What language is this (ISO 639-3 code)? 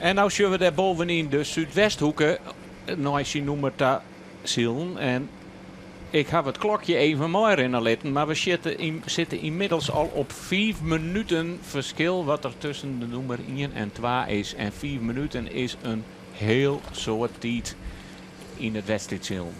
fry